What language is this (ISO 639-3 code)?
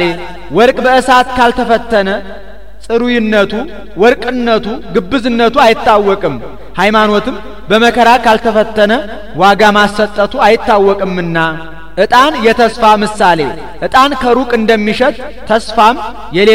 amh